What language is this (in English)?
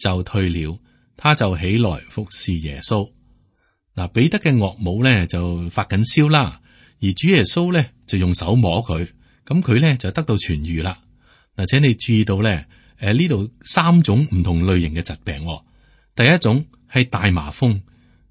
Cantonese